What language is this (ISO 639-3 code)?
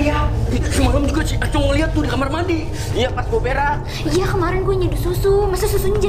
bew